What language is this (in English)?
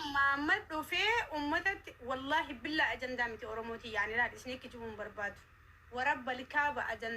Oromo